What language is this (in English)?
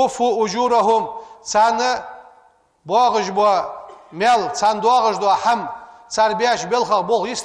Ingush